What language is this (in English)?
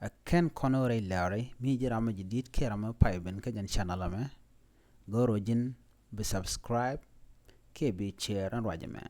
Nuer